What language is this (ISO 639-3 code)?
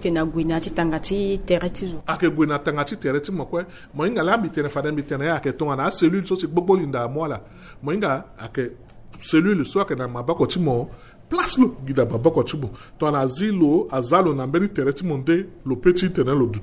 sag